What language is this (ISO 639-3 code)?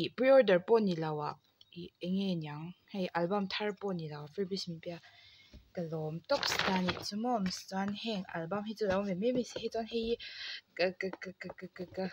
lus